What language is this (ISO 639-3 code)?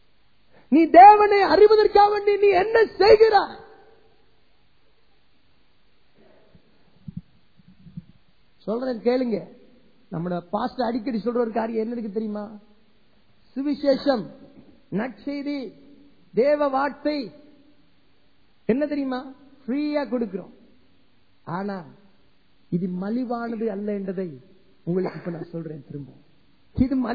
tam